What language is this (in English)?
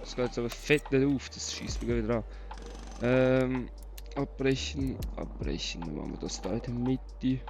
Swiss German